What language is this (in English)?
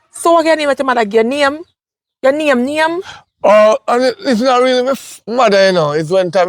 Jamaican Creole English